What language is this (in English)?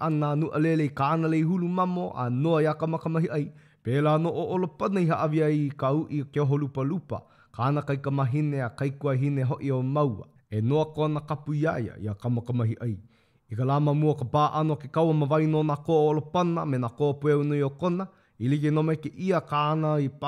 Hawaiian